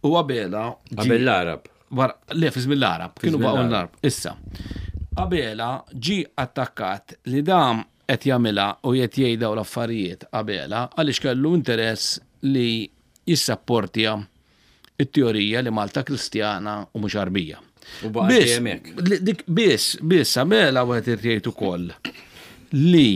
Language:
Maltese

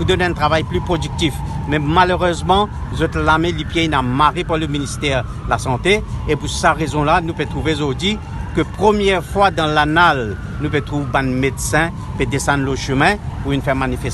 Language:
Morisyen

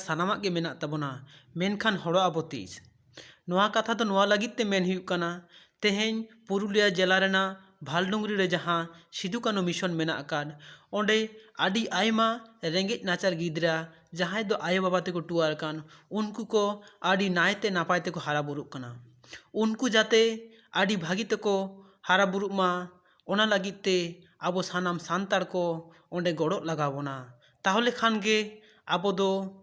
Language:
Santali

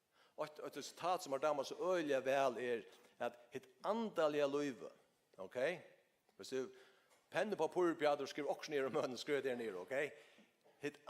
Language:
Faroese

